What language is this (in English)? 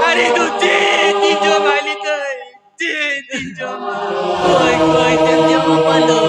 Santali